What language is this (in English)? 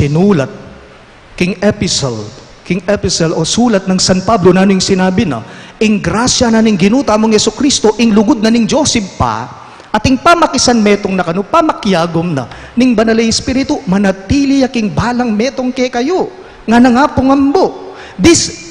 Pampanga